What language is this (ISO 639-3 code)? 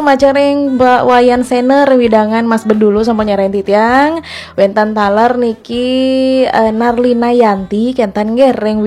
ban